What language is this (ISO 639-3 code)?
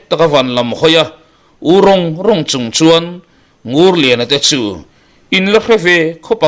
lus